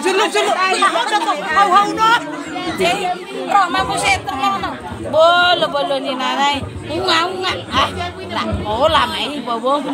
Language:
Batak Toba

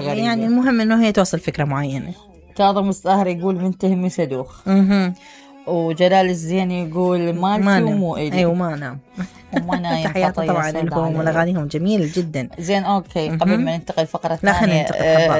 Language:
Mesopotamian Arabic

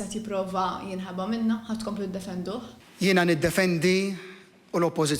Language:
Maltese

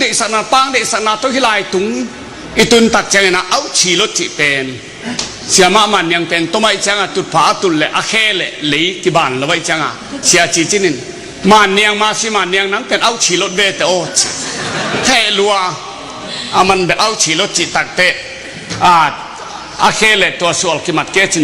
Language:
Tedim Chin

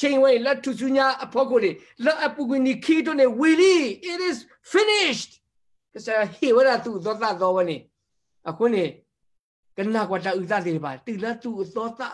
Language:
S'gaw Karen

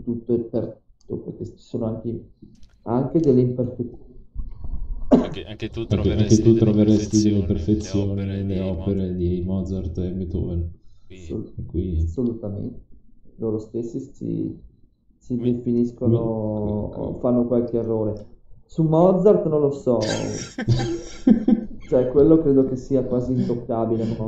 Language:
Italian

